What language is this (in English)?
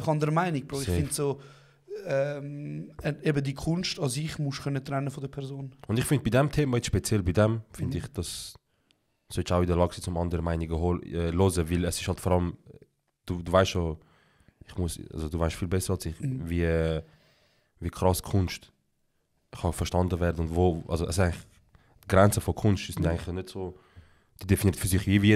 Swiss German